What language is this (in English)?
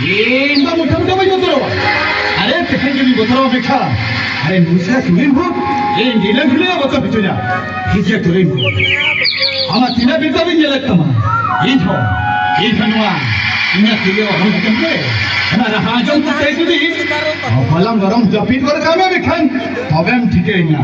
Santali